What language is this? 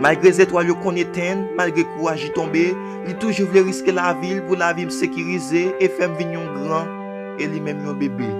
Haitian Creole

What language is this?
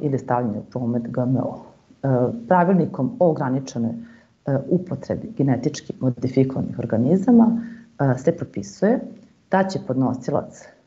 Serbian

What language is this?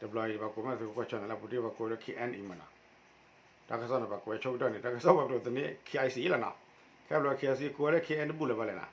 S'gaw Karen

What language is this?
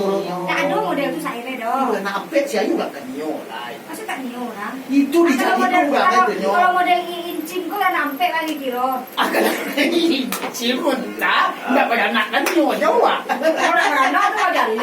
Minangkabau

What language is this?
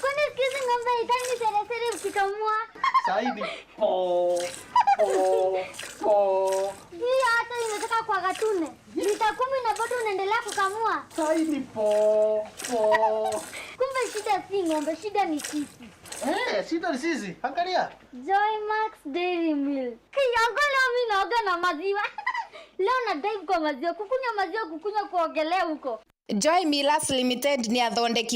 Meru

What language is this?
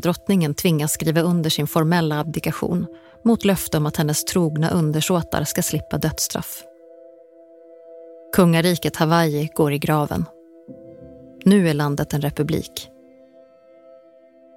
Swedish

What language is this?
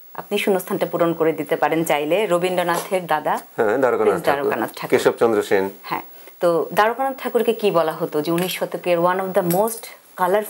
Bangla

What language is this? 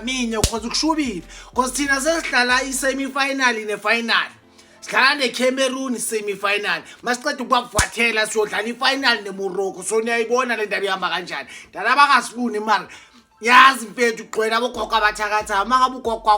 Zulu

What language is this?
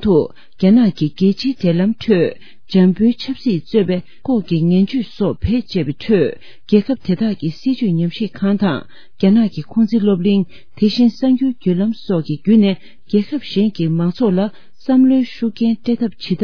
Tibetan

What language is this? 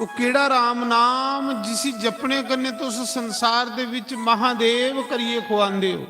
Dogri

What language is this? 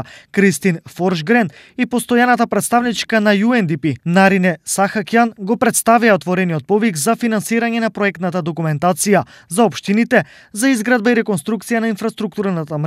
Macedonian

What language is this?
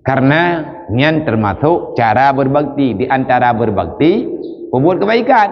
Achinese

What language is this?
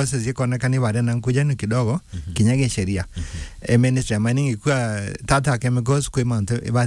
Meru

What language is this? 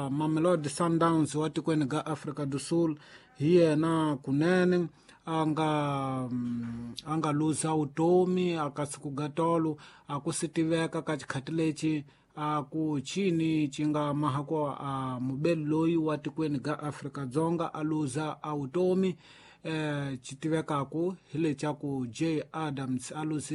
Tsonga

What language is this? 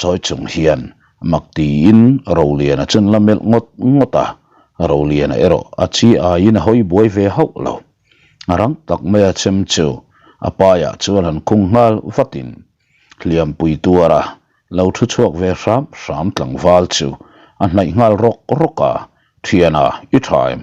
Mizo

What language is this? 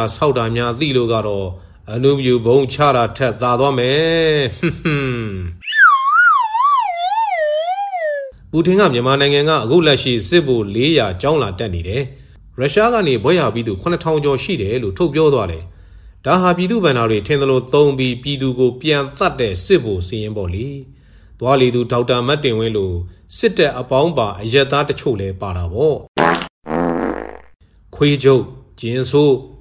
Burmese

